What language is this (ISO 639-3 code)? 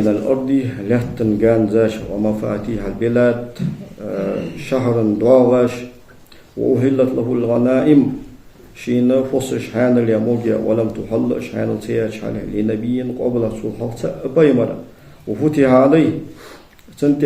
inh